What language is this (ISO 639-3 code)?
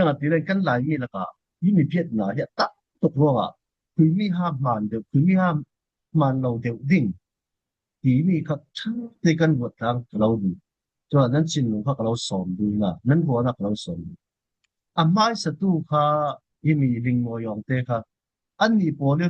cfm